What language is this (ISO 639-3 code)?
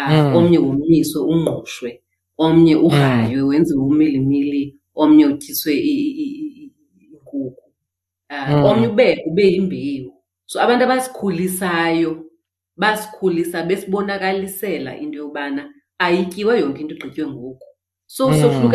xho